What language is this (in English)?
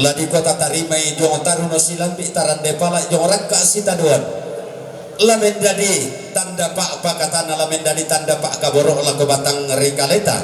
Toraja-Sa'dan